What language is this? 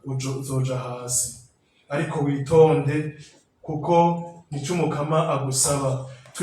Rundi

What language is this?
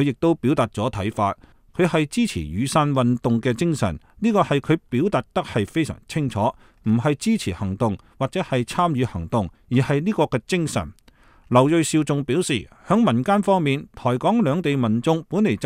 Cantonese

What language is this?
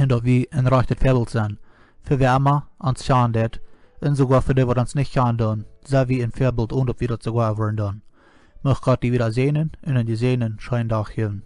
Plautdietsch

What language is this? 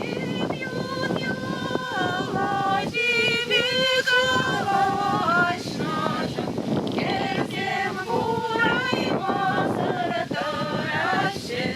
Chuvash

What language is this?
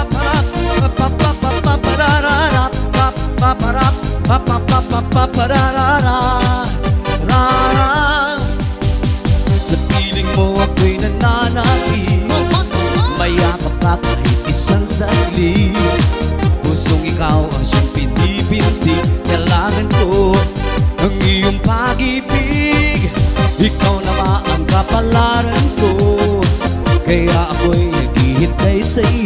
Filipino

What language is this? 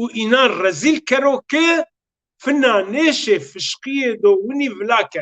Zaza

